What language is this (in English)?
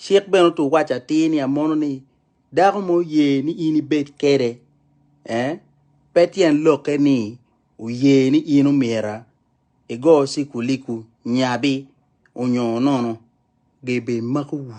Acoli